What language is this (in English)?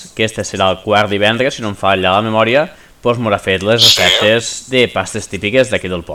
Catalan